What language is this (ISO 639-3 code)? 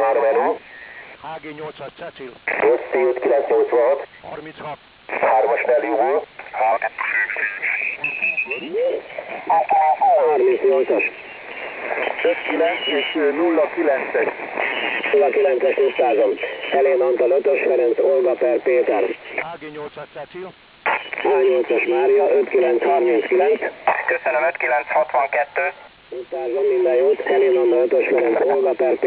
hun